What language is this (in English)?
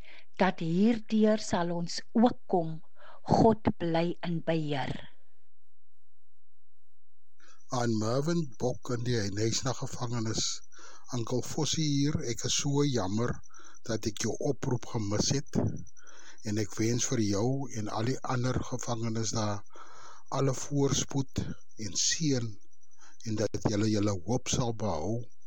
Afrikaans